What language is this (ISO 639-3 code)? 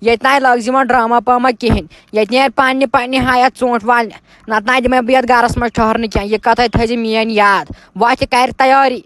kas